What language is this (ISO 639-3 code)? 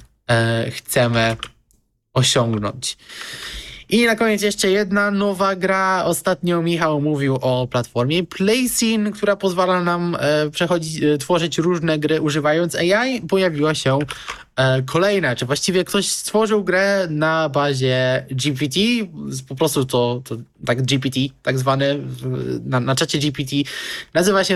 pol